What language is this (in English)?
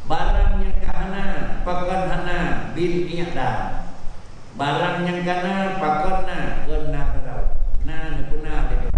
Achinese